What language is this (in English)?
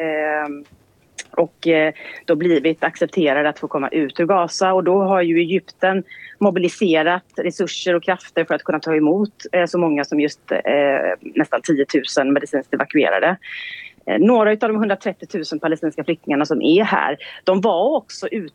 Swedish